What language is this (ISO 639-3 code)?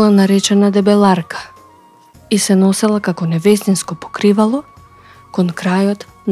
mkd